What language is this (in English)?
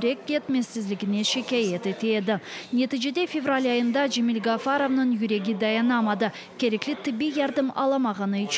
Crimean Tatar